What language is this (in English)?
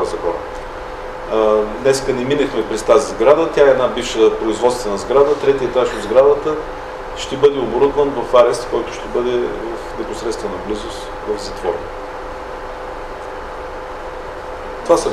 Bulgarian